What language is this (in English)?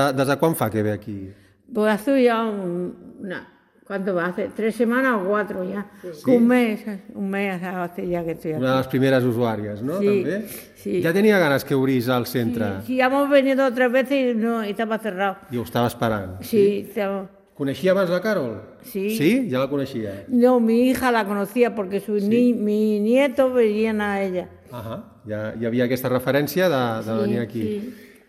Catalan